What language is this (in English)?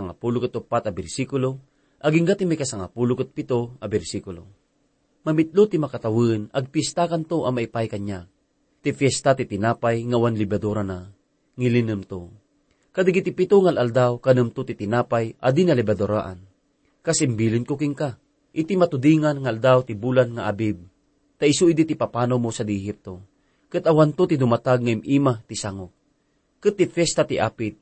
Iloko